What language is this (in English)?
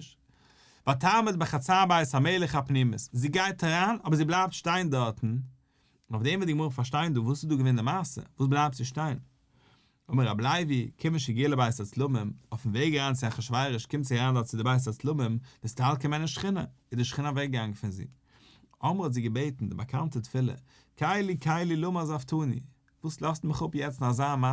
Yiddish